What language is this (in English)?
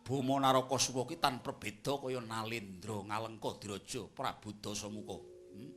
Javanese